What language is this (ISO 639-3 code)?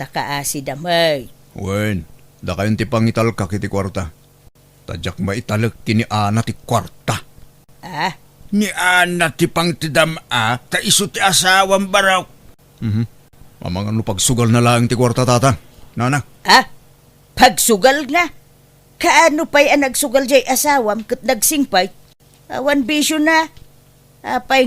ilo